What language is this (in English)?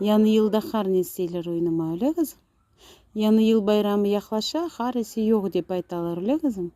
Crimean Tatar